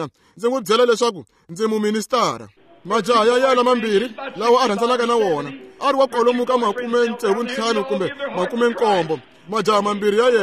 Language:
Tsonga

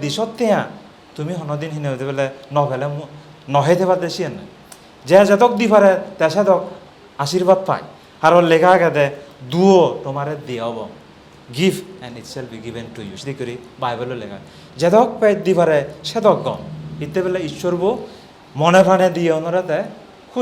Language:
Chakma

